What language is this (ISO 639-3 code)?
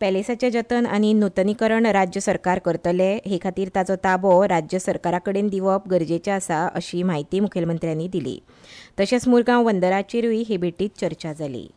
kok